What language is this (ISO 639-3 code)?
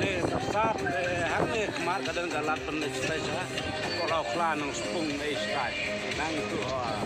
kha